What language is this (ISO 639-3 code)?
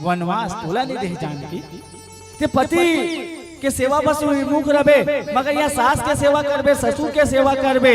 hne